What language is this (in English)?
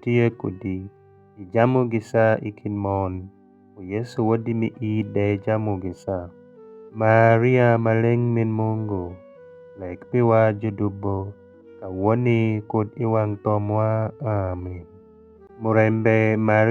Alur